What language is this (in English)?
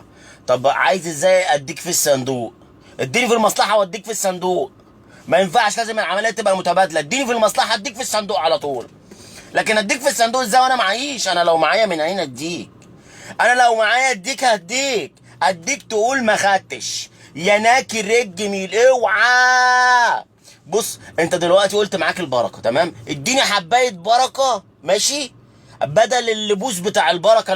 Egyptian Arabic